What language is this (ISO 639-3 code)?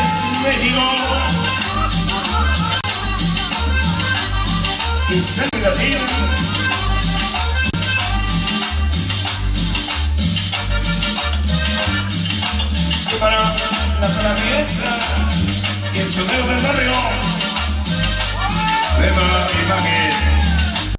spa